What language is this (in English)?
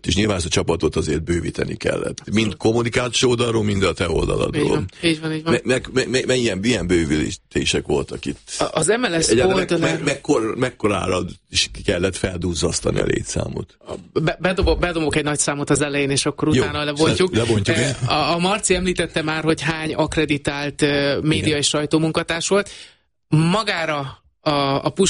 Hungarian